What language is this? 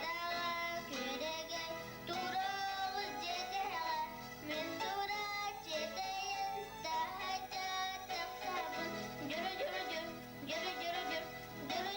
Yakut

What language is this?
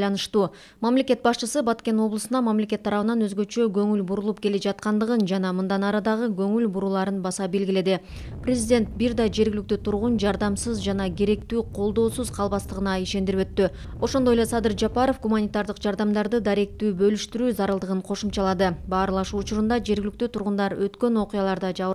Kyrgyz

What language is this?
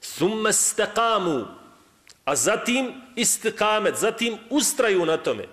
Bosnian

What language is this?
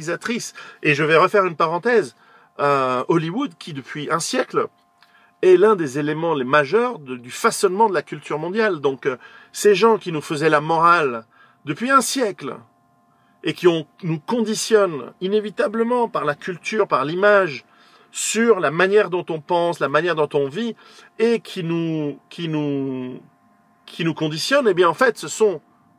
French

